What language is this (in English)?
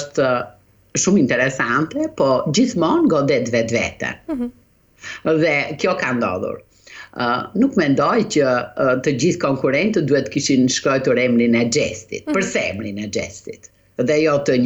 Albanian